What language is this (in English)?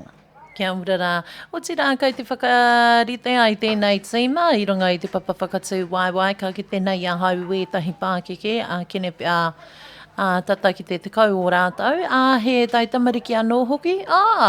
Māori